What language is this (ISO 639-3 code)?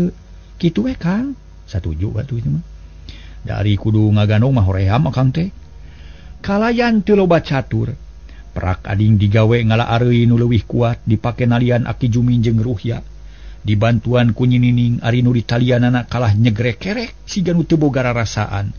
sun